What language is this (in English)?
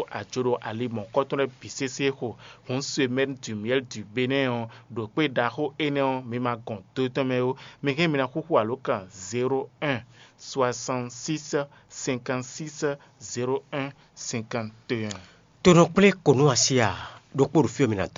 Fon